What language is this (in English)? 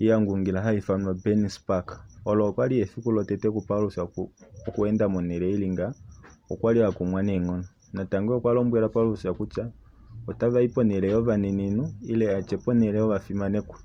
Kuanyama